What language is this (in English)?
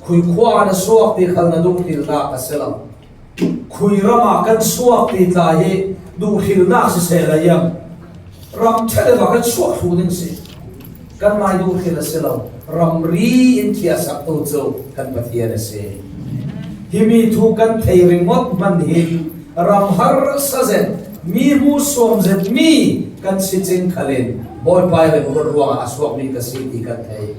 Falam Chin